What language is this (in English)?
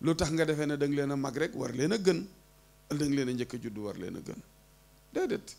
Wolof